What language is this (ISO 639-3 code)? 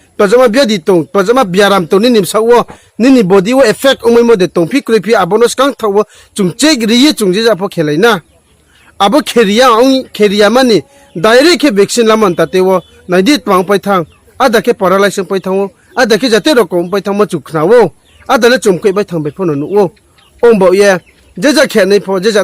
ria